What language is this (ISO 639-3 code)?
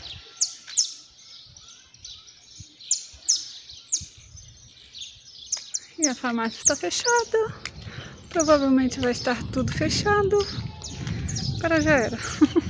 por